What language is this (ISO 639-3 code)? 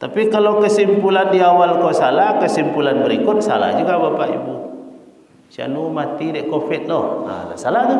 min